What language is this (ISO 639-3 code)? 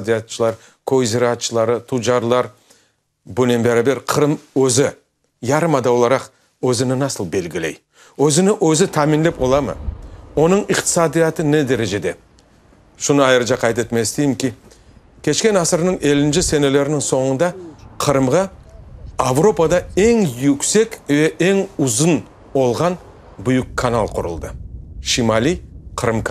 crh